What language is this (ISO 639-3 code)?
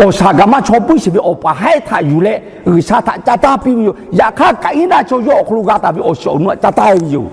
lhu